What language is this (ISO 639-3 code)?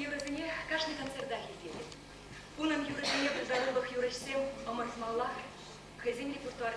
chv